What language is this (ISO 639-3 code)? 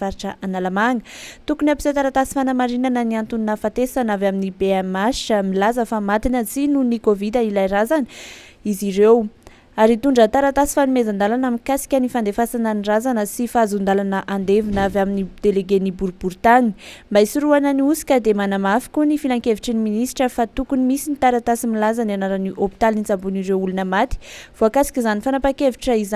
mlg